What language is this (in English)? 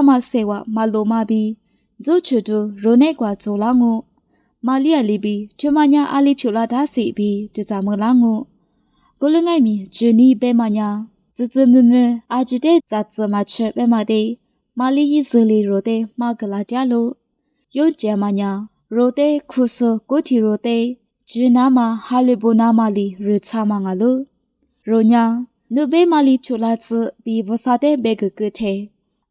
Lisu